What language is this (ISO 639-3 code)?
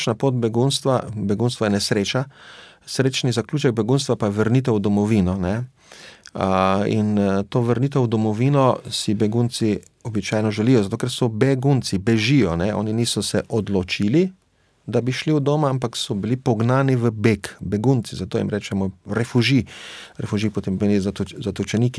slv